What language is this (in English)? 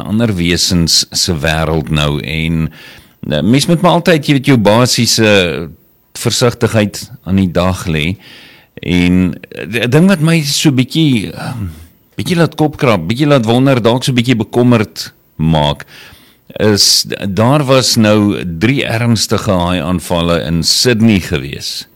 Afrikaans